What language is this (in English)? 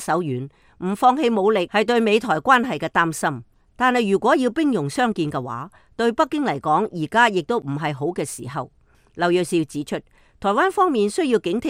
Cantonese